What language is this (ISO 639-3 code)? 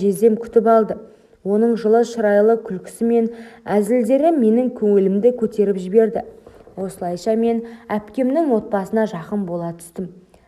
kaz